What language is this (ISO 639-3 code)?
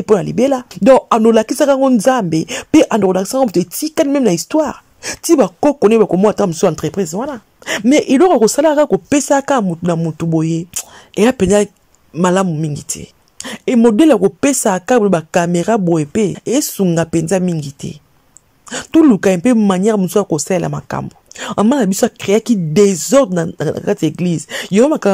lin